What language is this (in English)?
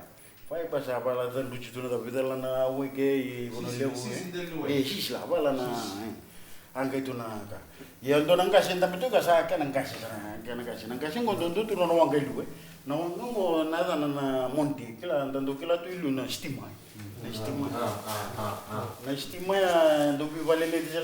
Fijian